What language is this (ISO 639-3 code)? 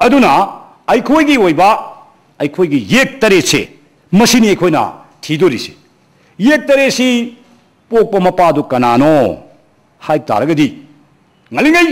mni